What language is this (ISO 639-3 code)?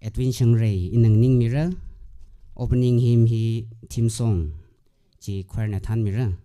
nmf